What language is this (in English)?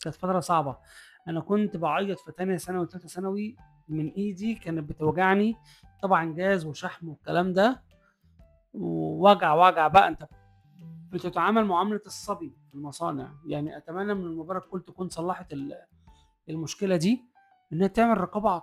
Egyptian Arabic